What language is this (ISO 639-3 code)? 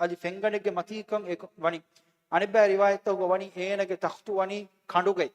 div